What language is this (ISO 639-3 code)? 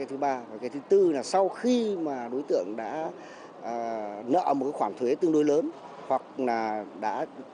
vie